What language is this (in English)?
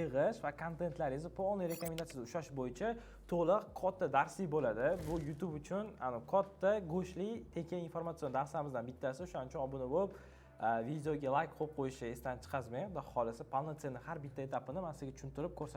Uzbek